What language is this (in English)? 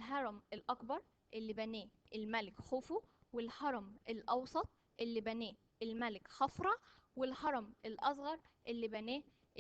Egyptian Arabic